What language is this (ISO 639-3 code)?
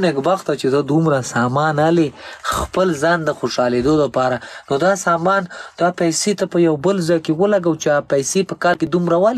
pus